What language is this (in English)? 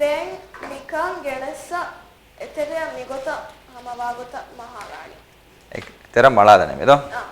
Divehi